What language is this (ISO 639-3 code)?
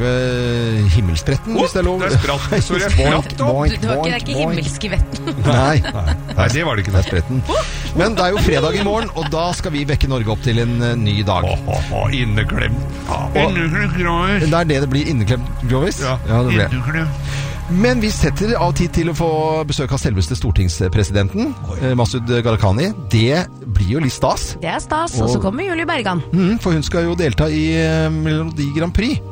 nor